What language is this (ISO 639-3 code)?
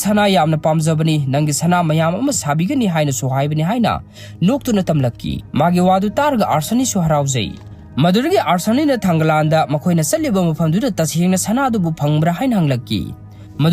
mni